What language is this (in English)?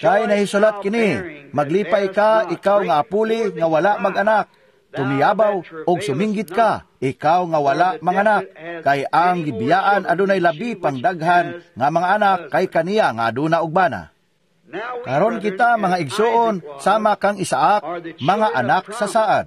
Cebuano